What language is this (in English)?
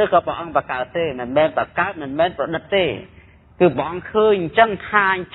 Khmer